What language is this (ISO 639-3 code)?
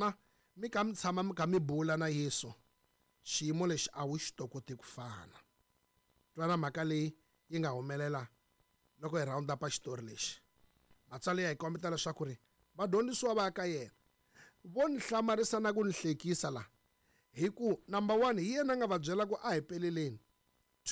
tso